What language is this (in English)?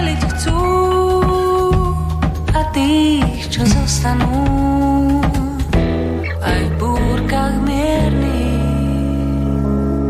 Slovak